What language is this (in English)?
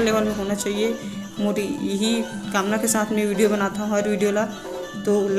Chhattisgarhi